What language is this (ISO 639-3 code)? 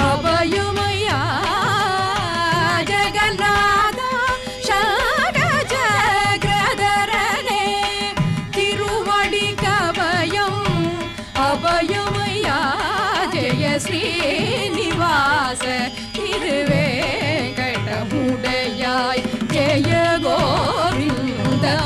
tam